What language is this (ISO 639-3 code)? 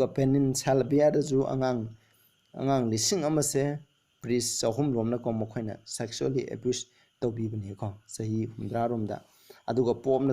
mni